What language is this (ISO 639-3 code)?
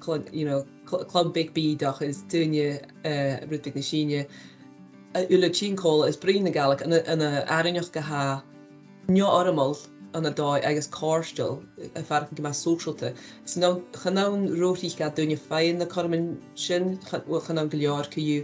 gla